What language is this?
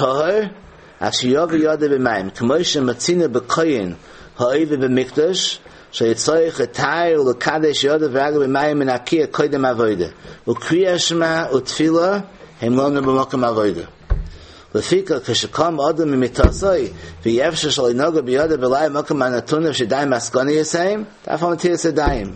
Yiddish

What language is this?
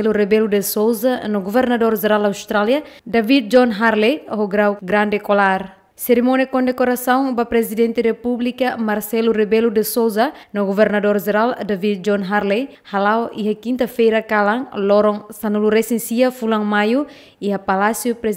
Tetum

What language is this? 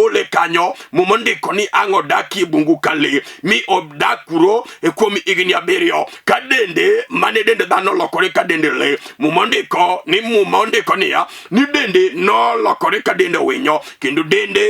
Luo (Kenya and Tanzania)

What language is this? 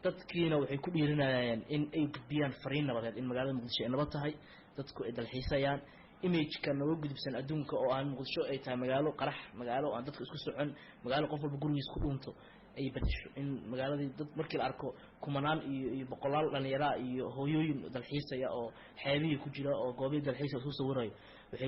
Somali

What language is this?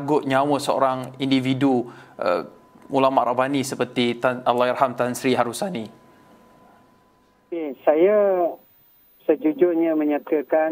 Malay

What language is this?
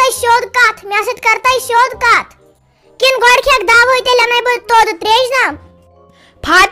Kashmiri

